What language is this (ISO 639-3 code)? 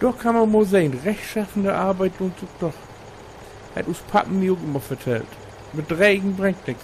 nds